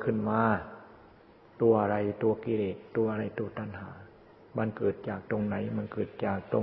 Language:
Thai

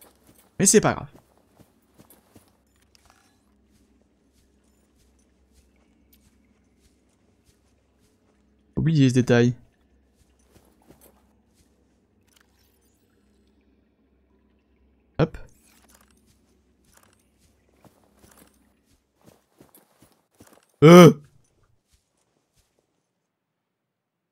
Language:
French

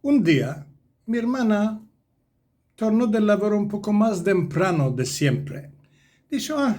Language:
Ladino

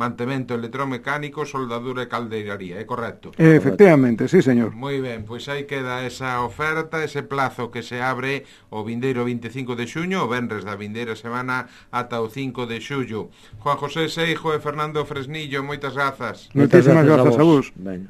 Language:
Galician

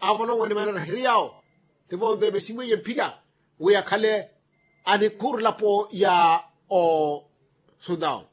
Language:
Makhuwa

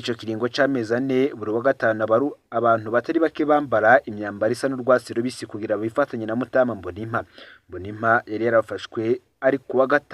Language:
Rundi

